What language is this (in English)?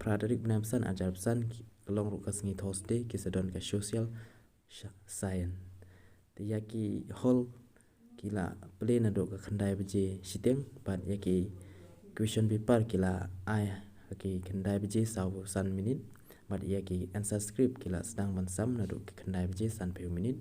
Khasi